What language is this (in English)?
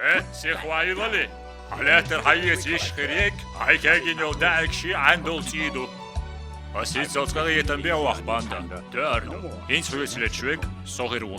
Chechen